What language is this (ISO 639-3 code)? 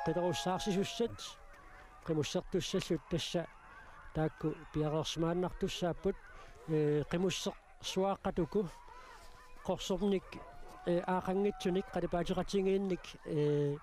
kal